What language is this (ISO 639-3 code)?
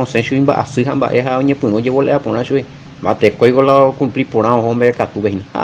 grn